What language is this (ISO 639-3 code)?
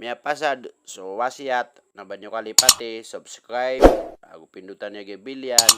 mrw